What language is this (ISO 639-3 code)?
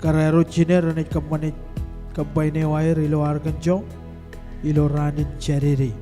mah